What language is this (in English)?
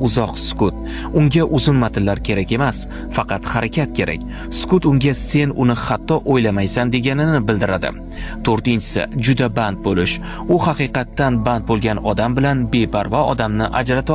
Uzbek